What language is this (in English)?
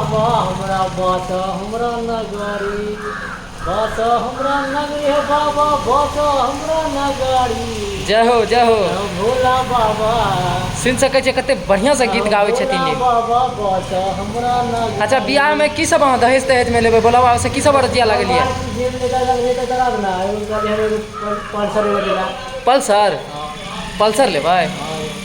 Maithili